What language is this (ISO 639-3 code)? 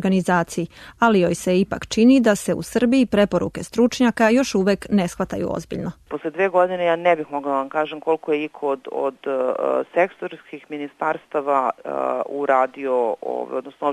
srp